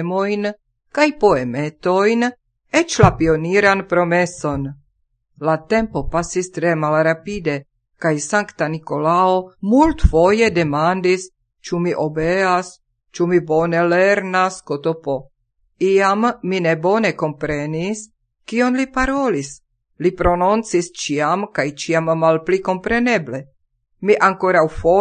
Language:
Esperanto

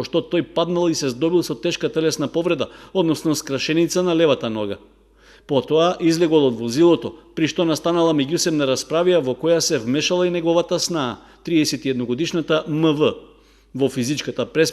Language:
Macedonian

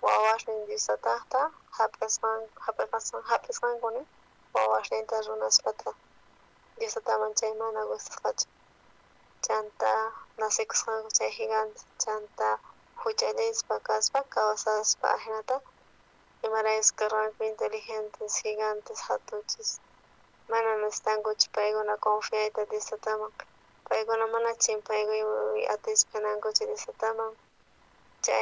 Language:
South Bolivian Quechua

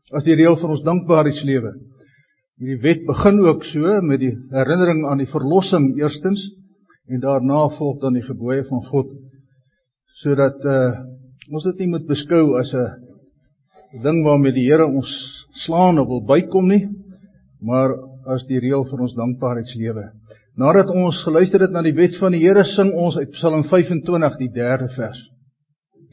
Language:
Afrikaans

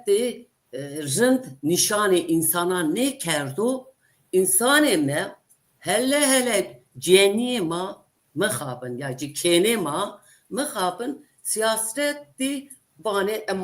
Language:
Zaza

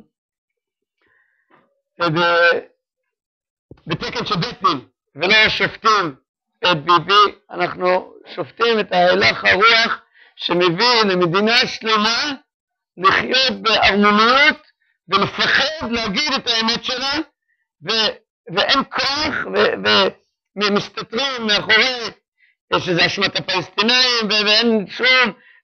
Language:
Hebrew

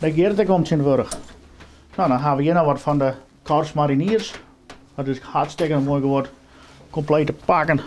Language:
Western Frisian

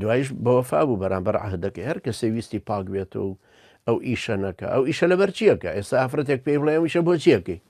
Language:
Central Kurdish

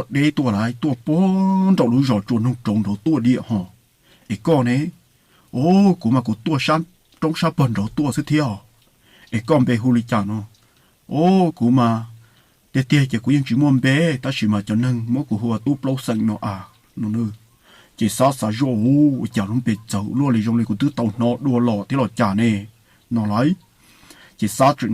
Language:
Hmong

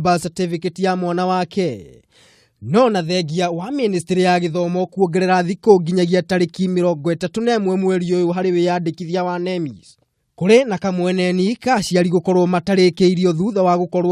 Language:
Kikuyu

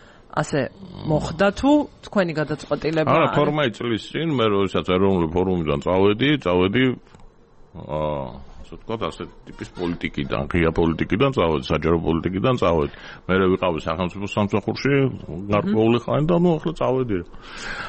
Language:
Georgian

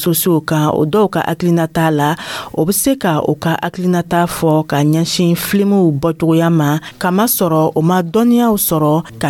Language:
Dyula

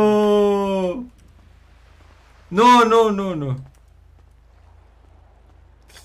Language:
Romanian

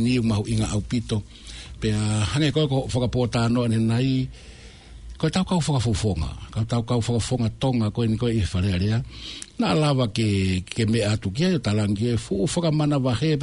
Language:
Tongan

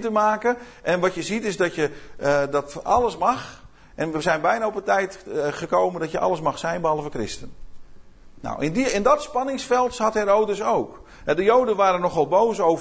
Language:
Dutch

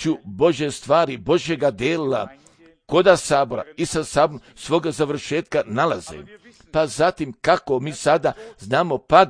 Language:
Croatian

